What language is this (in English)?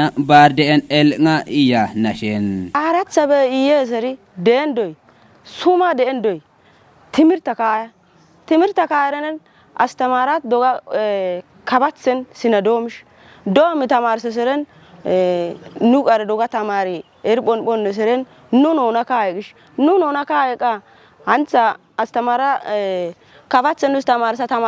Kafa